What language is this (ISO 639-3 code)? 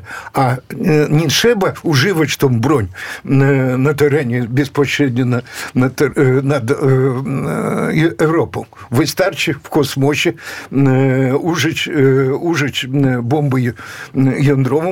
pol